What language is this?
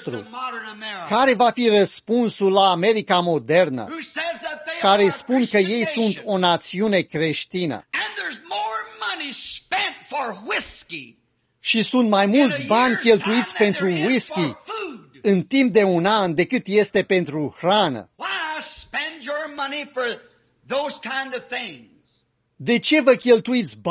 Romanian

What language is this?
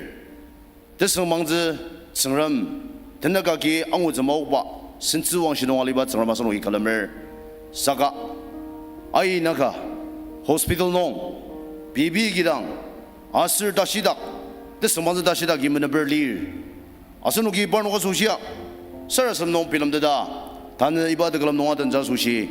Ao Naga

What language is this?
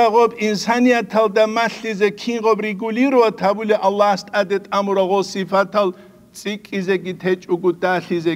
Avaric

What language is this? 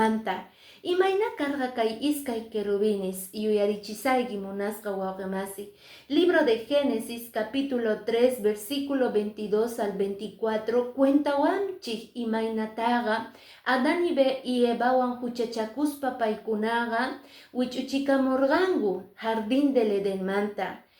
Quechua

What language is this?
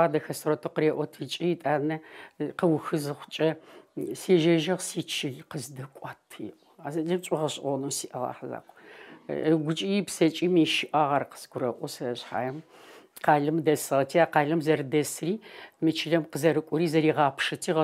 Adyghe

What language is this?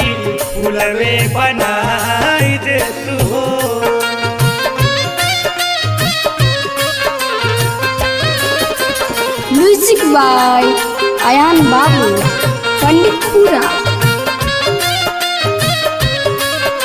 Bhojpuri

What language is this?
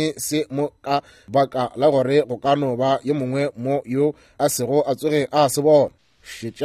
Northern Sotho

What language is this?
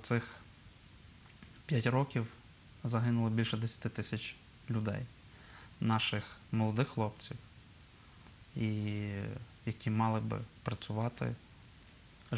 Ukrainian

